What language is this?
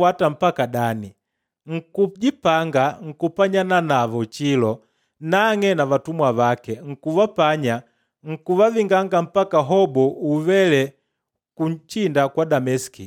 Makonde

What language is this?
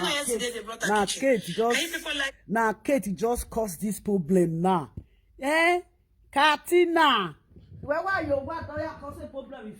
Nigerian Pidgin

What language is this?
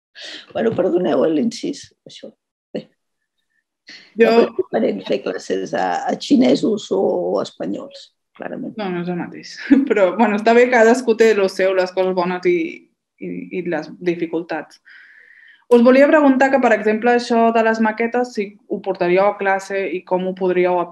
Catalan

